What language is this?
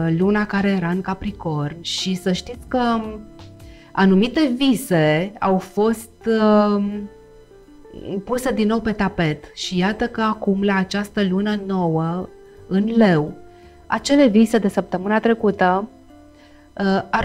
Romanian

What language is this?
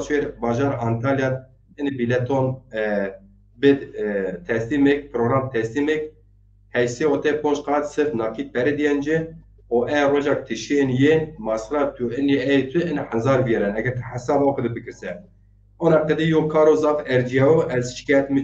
Zaza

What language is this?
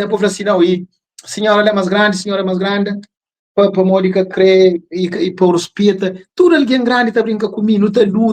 Kabuverdianu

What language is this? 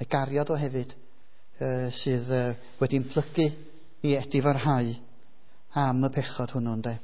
Welsh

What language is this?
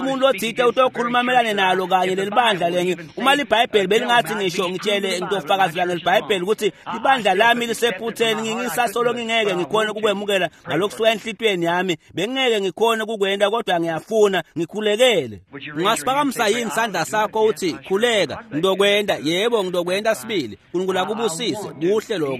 Swati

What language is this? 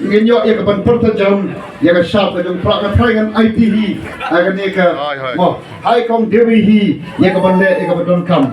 Khasi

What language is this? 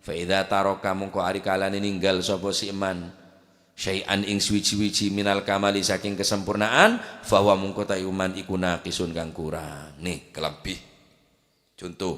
Madurese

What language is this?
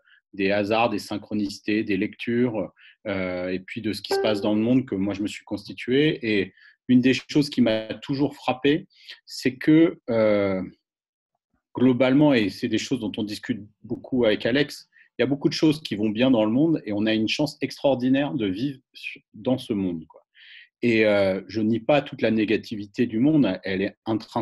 French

